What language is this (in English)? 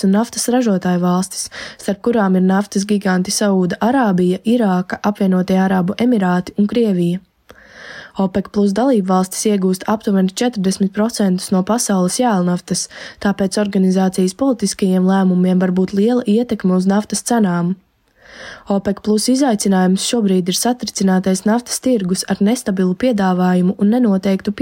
Latvian